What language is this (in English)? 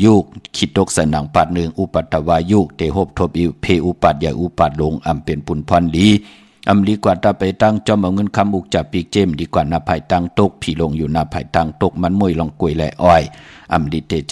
Shan